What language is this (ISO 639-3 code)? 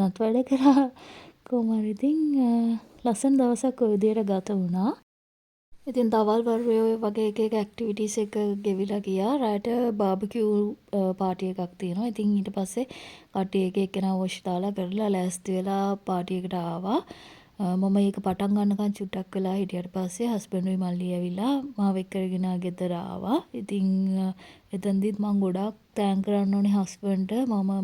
sin